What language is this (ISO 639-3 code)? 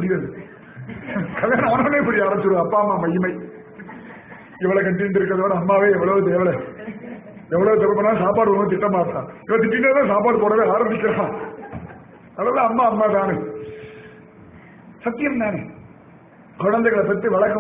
tam